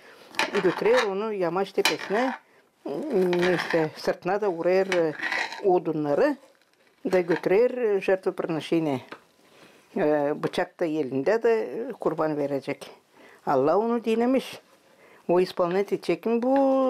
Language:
Gagauz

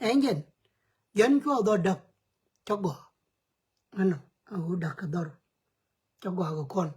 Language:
Nuer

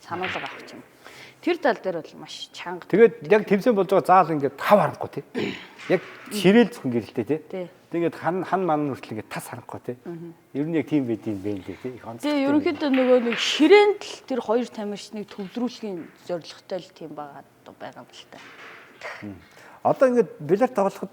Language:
Mongolian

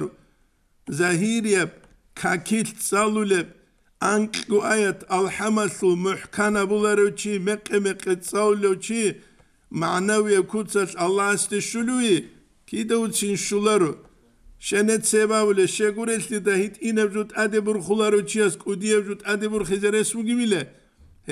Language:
Avaric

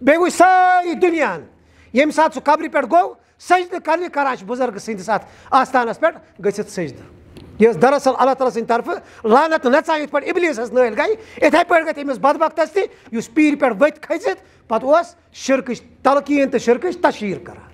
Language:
Kashmiri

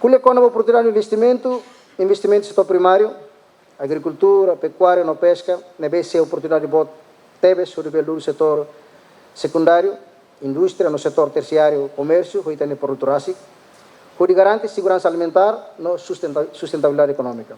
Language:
Tetum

